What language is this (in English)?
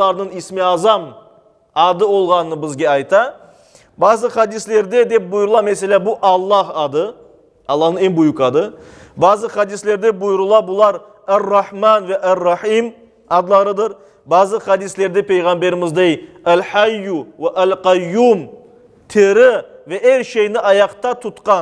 Crimean Tatar